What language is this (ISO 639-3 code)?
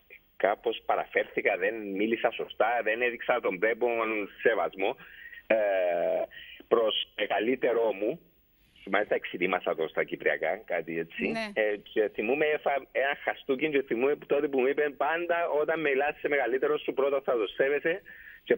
ell